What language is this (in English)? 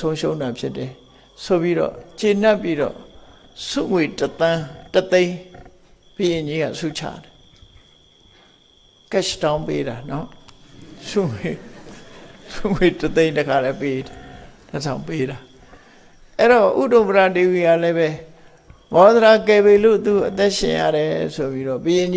Burmese